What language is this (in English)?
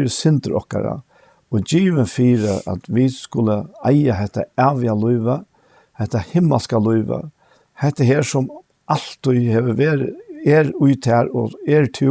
Faroese